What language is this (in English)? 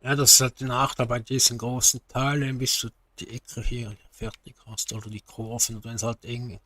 Swiss German